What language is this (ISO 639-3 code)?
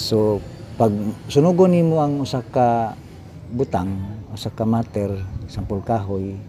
ceb